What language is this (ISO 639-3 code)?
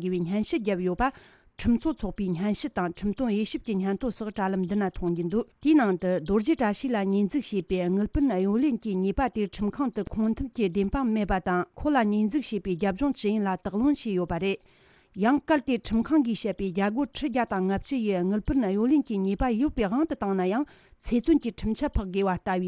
bod